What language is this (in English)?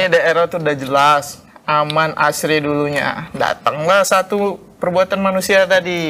Indonesian